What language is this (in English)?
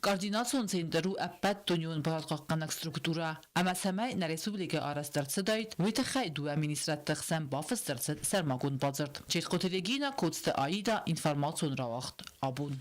Ossetic